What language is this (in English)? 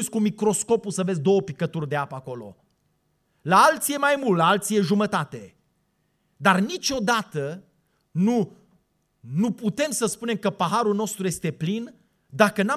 Romanian